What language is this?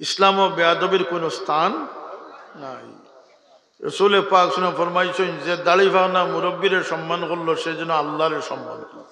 Sylheti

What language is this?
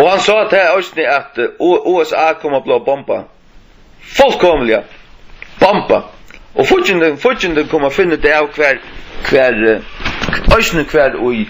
Faroese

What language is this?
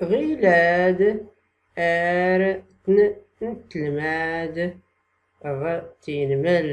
Tachelhit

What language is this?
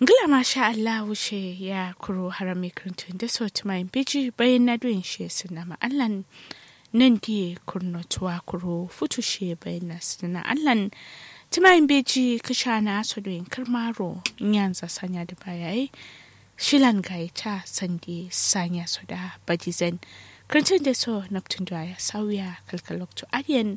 Kanuri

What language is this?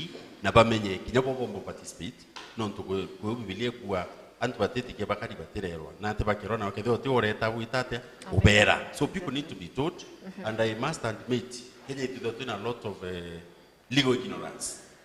Meru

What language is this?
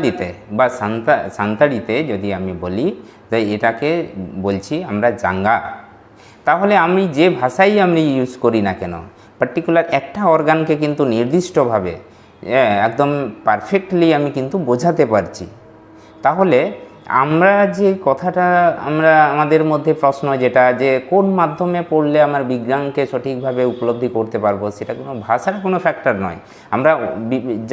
Santali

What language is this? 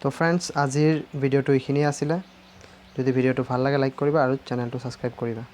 Assamese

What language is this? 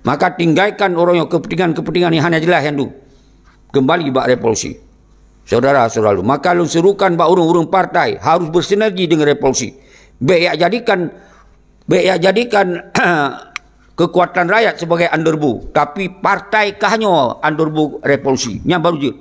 Achinese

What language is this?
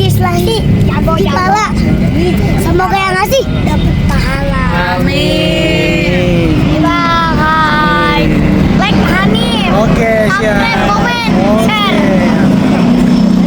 Betawi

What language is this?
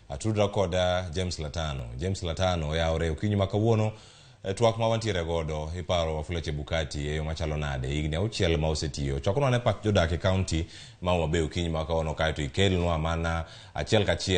Luo (Kenya and Tanzania)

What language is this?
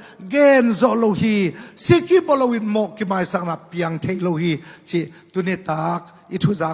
Tedim Chin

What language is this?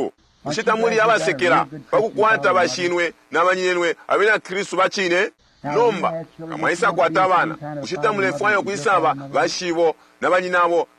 Bemba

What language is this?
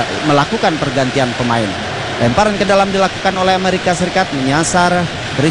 Indonesian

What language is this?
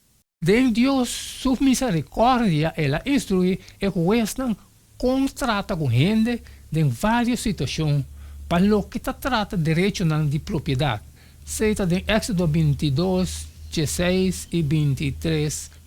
Papiamento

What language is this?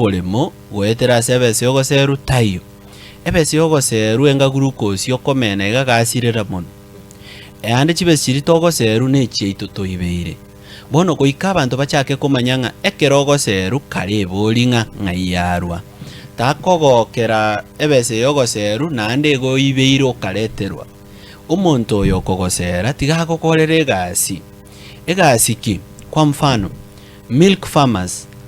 Gusii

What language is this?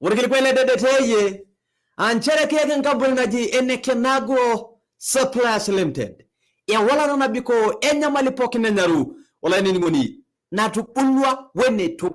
Masai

